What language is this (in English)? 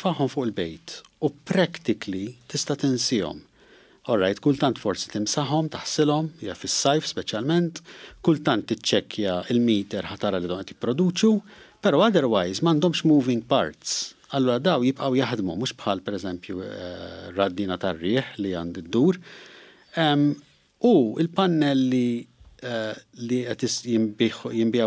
Maltese